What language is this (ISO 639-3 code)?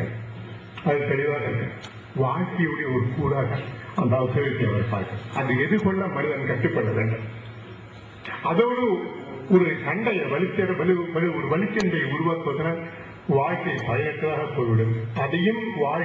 tam